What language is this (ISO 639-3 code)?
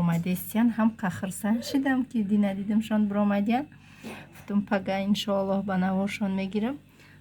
tgk